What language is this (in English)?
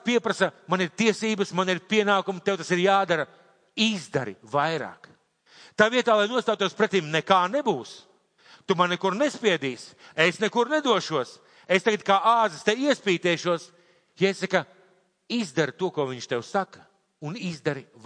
Latvian